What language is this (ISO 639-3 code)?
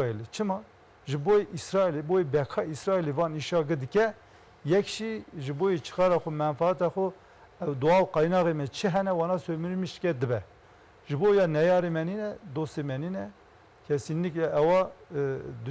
zza